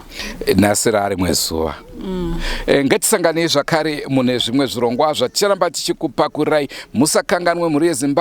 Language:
Shona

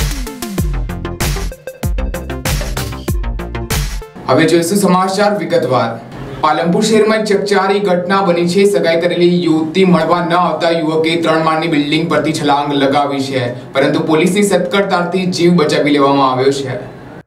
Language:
Gujarati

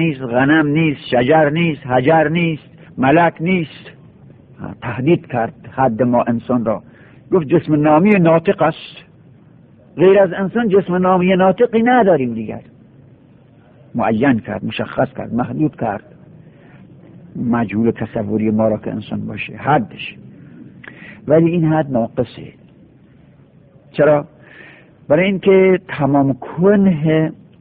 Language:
Persian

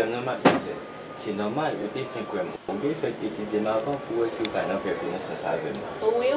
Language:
Haitian Creole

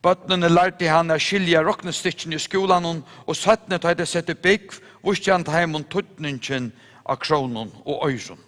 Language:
Faroese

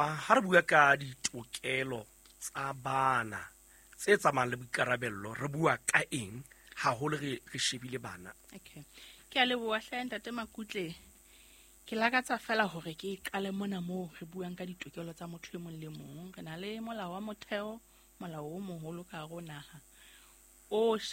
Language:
Southern Sotho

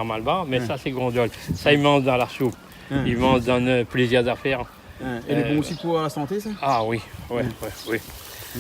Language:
Réunion Creole French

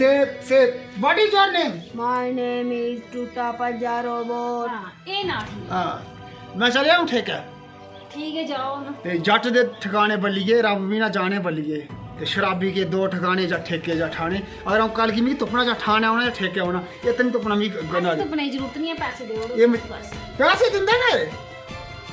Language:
Dogri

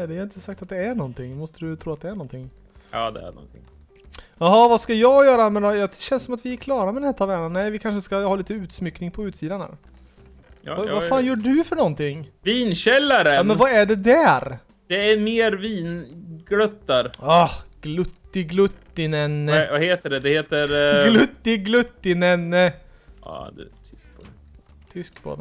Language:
Swedish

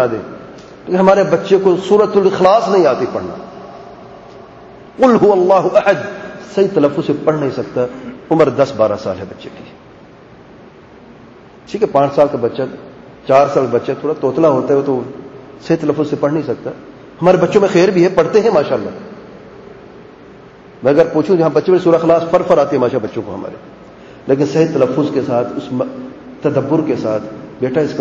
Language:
Urdu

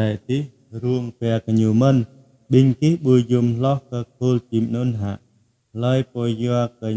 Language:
Jarai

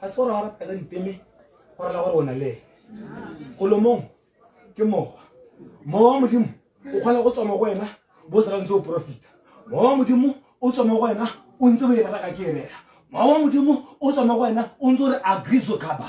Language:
Tswana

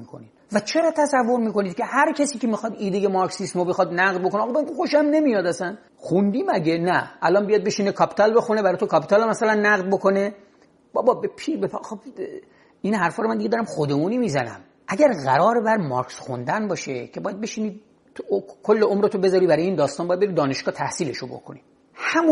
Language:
Persian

